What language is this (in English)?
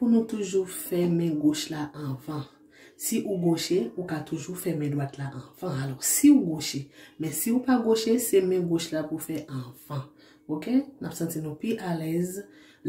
Haitian Creole